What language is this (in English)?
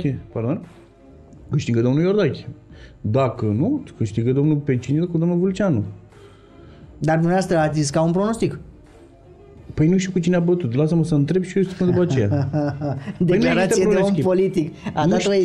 Romanian